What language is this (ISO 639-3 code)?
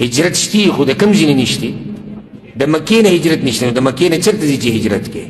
pus